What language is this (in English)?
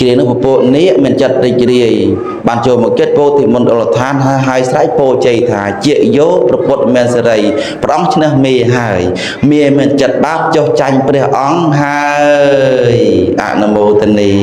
Khmer